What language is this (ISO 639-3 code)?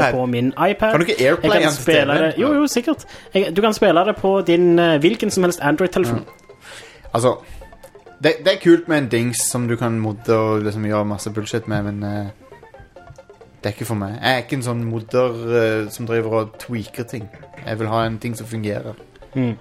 nor